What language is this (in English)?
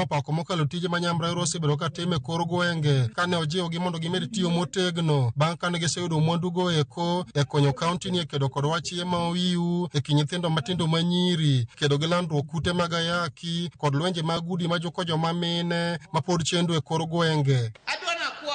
Luo (Kenya and Tanzania)